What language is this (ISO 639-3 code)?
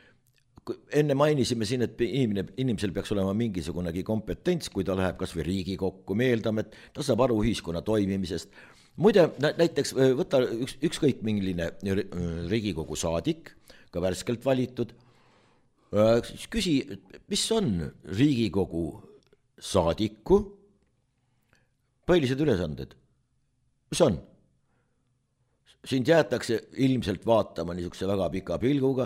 est